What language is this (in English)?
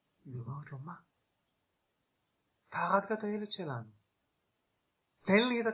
Hebrew